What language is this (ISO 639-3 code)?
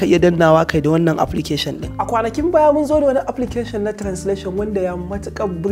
hau